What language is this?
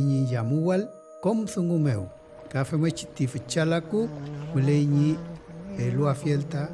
Mapuche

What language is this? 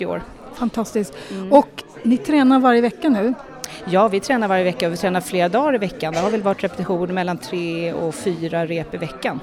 Swedish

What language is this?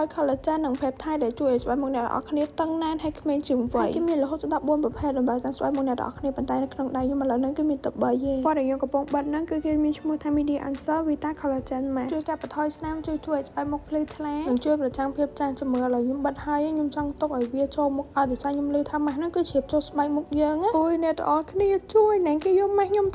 Khmer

